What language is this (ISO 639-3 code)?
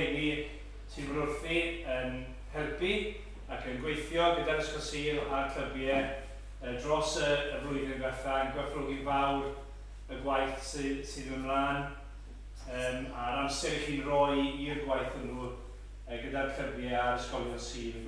cym